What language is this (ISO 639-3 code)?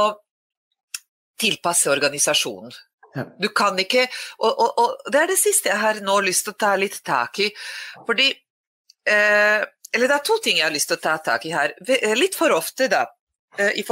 nor